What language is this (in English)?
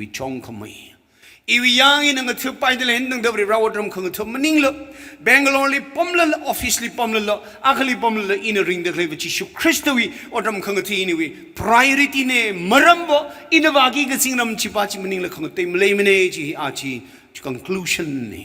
Tangkhul Naga (India)